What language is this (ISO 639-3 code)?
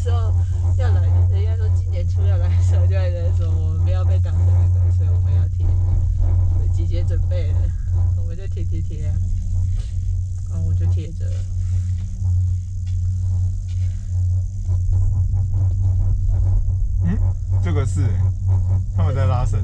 zho